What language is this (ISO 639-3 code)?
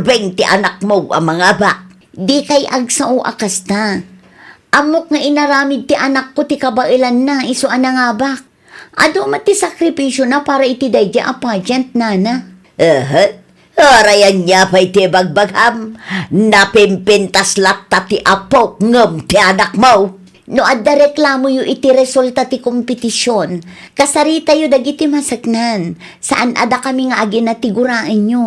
ilo